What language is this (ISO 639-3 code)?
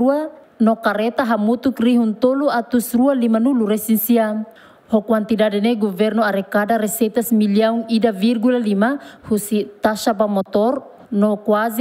tet